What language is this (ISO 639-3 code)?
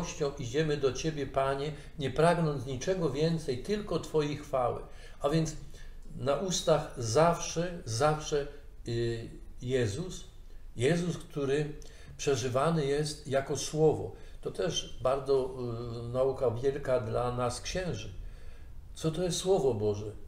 pol